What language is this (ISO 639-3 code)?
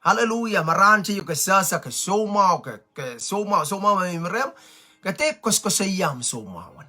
pon